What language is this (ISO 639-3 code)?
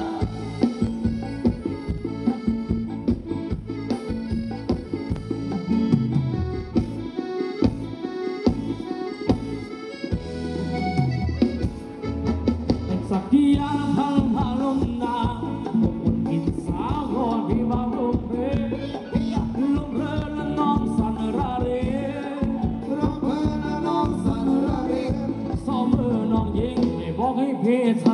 tha